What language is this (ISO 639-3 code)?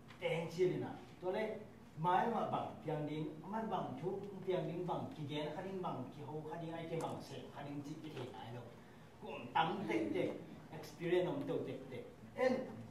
ctd